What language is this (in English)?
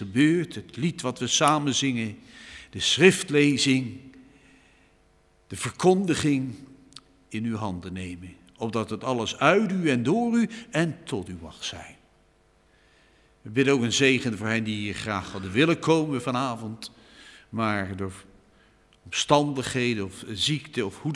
Dutch